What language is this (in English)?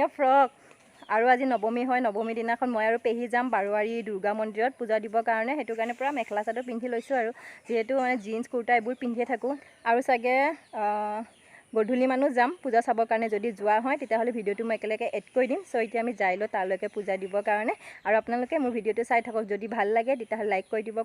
Assamese